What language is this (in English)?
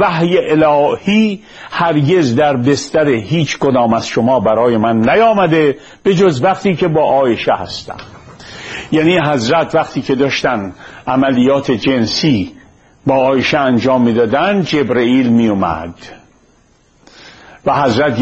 Persian